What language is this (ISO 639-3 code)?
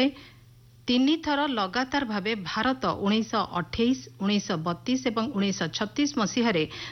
ori